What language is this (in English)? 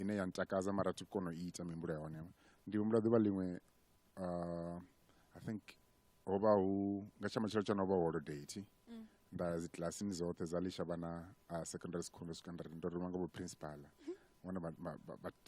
Venda